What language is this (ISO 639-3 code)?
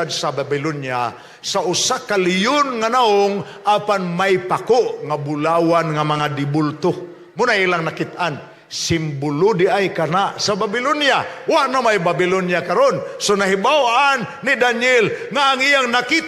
ceb